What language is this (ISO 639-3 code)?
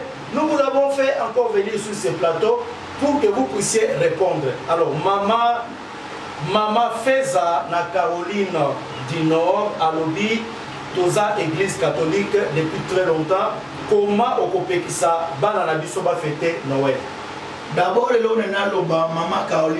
lin